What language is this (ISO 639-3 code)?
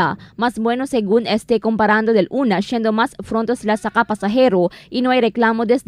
cbk